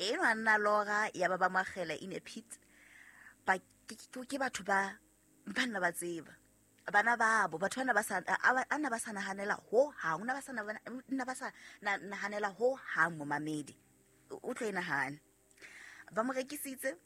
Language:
Southern Sotho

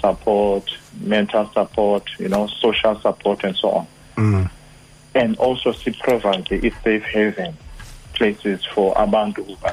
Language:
Xhosa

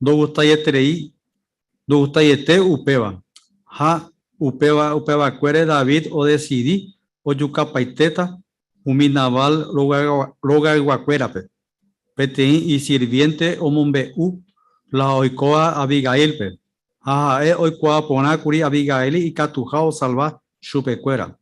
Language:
Guarani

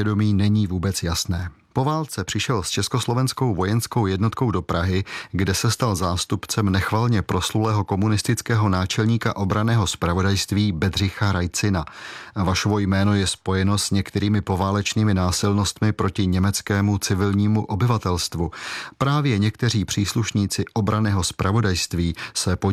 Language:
Czech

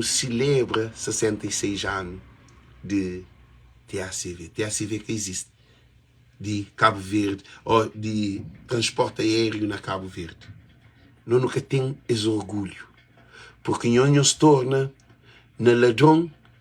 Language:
Kabuverdianu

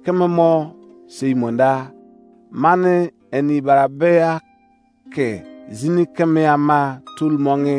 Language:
Izon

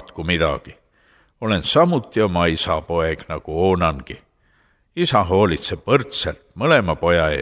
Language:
Estonian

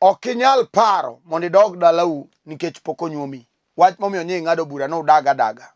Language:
Luo (Kenya and Tanzania)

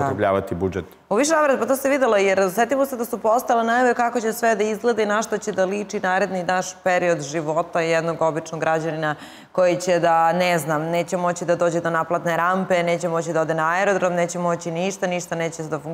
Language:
Serbian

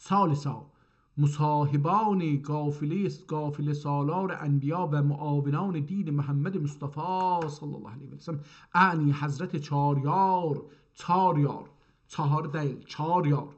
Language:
South Azerbaijani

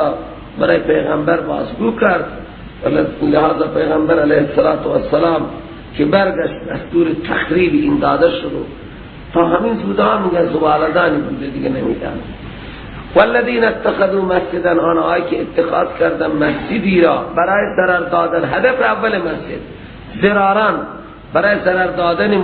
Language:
Persian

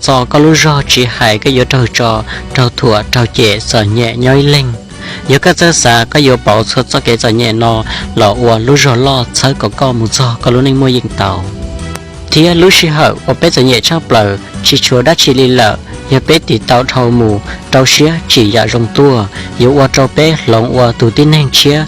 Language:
Hmong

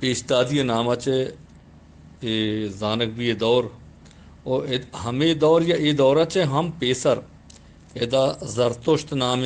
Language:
Eastern Balochi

